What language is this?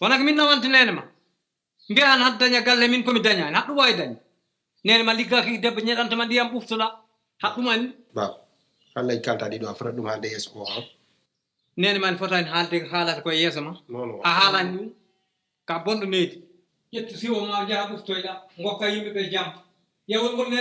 Fula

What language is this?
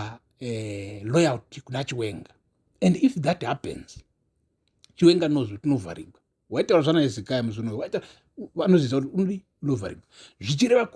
Shona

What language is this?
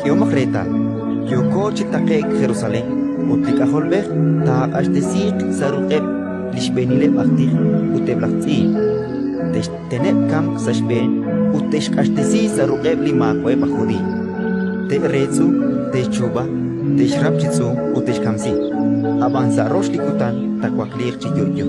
Kekchí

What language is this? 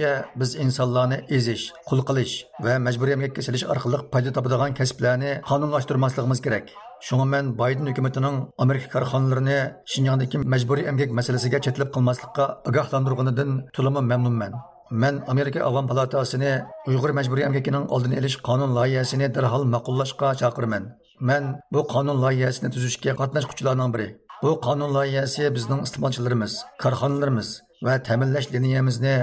Uyghur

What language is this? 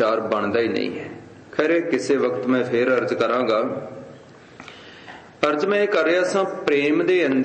Punjabi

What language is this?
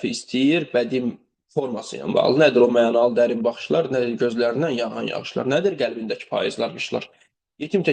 Azerbaijani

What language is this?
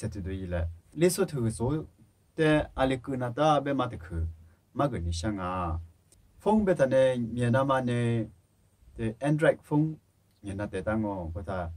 Lisu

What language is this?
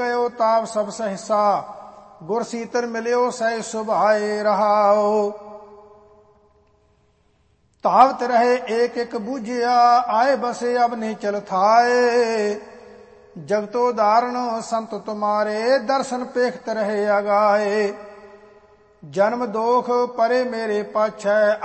Punjabi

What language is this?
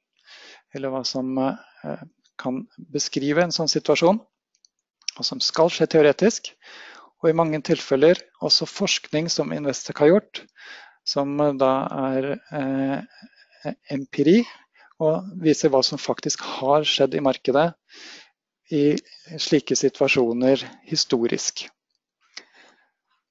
Norwegian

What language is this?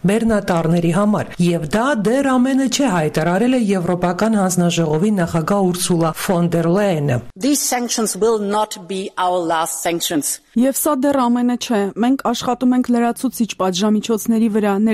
Armenian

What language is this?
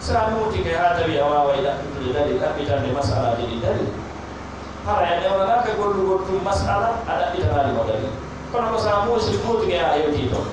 Fula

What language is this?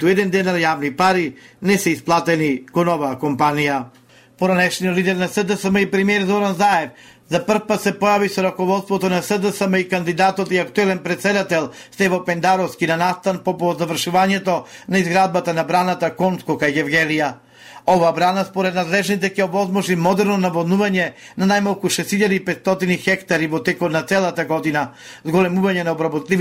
Macedonian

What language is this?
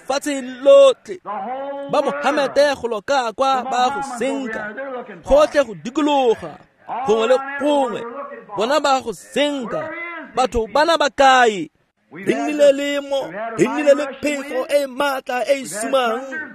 Tswana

